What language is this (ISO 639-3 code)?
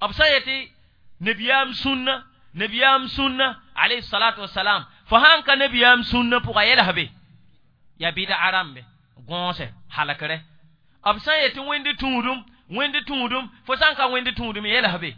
mos